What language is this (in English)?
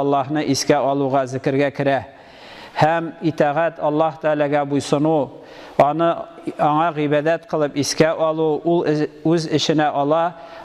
Tatar